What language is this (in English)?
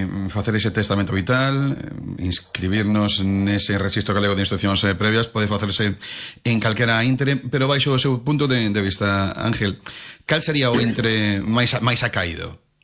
Galician